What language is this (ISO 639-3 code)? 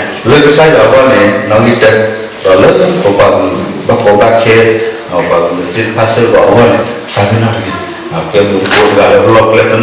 ksw